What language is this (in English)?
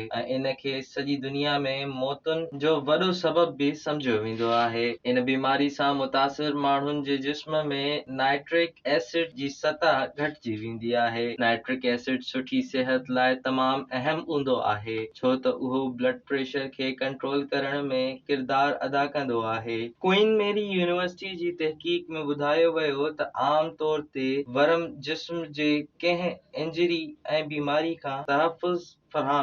Sindhi